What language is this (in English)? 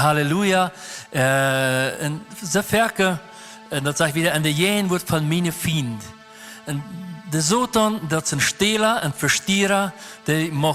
Plautdietsch